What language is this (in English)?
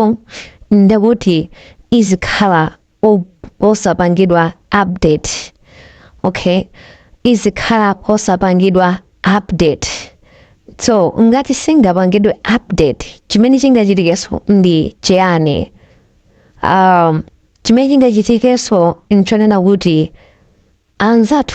Nyanja